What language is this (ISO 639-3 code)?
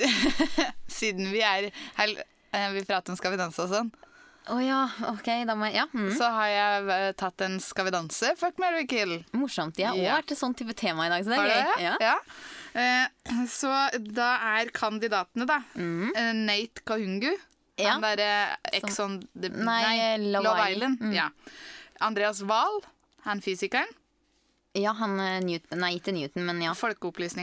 nor